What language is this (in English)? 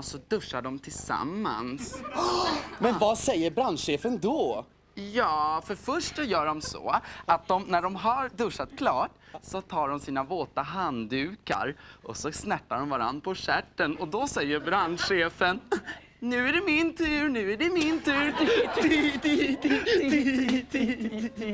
Swedish